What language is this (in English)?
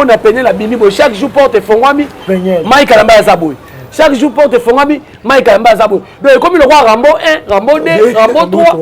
Lingala